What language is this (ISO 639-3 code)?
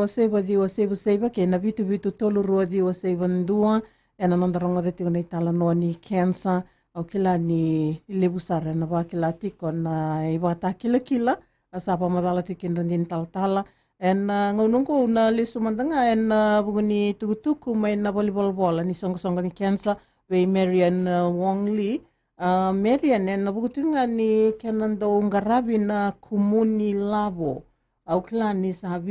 fij